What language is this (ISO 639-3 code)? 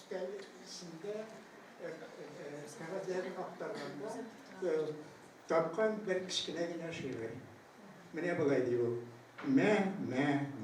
tat